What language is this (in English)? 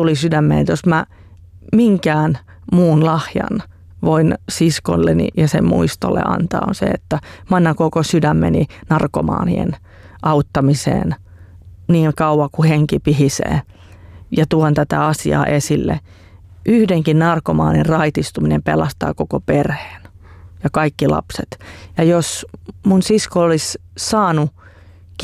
Finnish